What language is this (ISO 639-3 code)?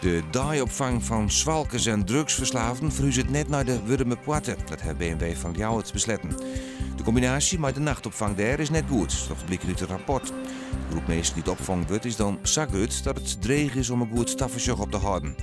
fry